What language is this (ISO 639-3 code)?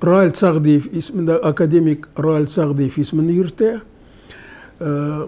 tat